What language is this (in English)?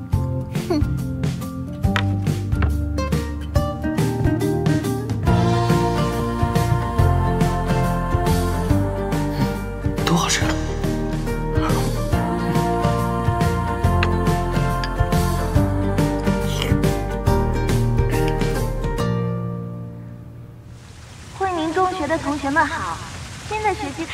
Chinese